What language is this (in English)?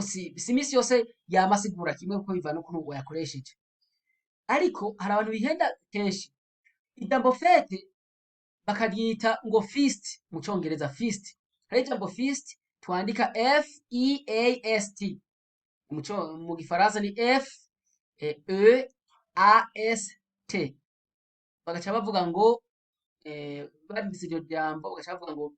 Rundi